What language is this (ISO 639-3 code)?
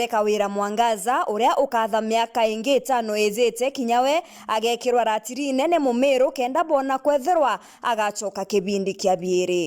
mer